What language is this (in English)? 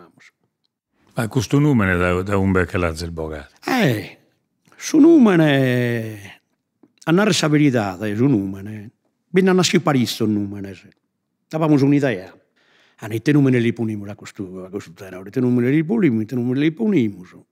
Sardinian